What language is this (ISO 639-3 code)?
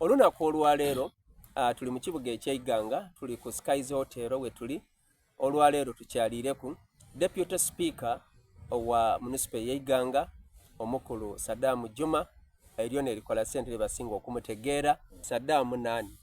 xog